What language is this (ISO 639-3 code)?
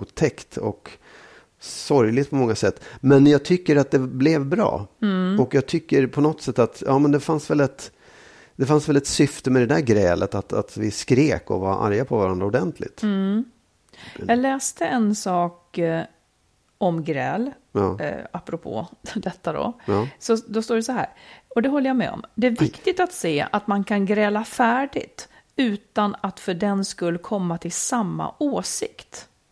swe